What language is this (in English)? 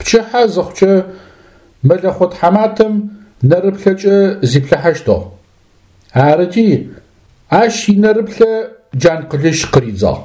Adyghe